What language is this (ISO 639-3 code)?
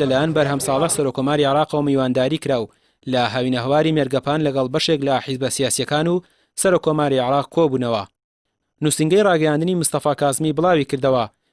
ckb